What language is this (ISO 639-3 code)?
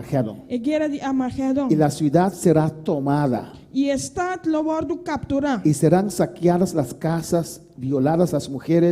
pap